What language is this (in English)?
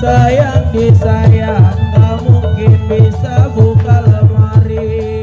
Betawi